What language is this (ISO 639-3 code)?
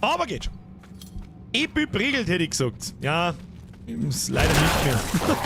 bar